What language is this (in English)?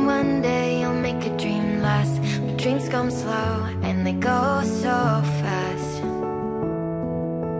English